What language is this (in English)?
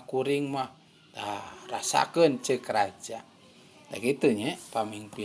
Sundanese